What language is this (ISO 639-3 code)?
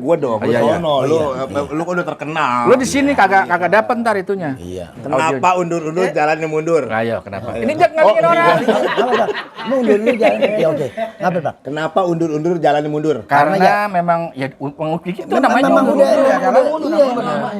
bew